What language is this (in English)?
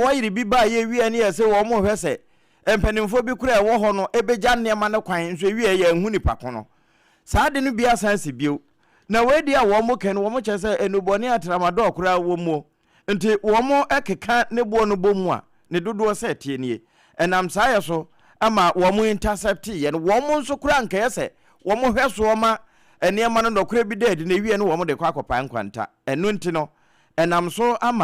Akan